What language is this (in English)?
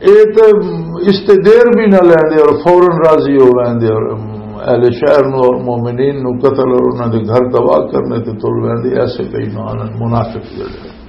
Western Panjabi